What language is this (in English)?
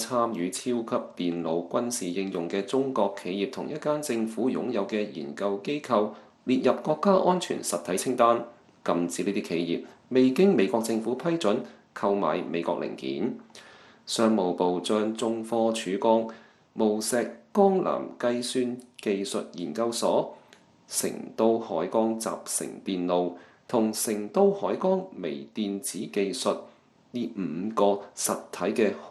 Cantonese